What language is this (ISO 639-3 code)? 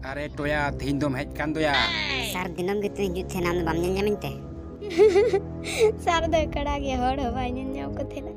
sat